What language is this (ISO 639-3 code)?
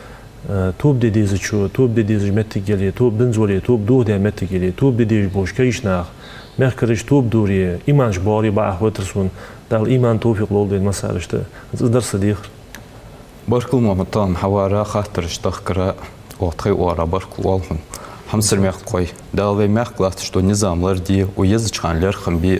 inh